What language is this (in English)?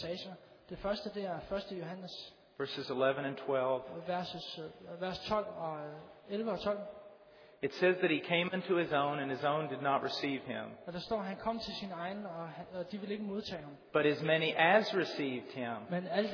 Danish